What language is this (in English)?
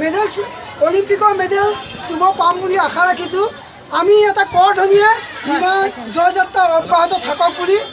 Assamese